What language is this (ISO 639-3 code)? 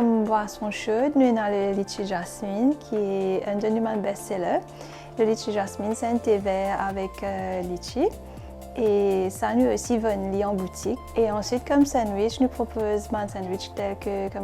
mfe